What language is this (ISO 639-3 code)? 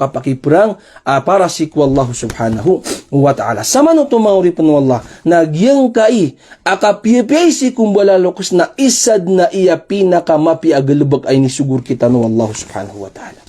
mrw